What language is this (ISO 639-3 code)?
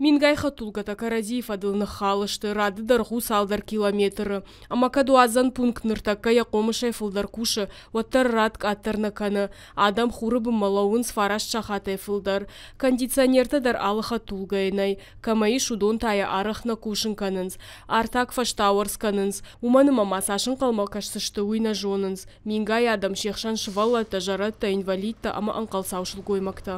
oss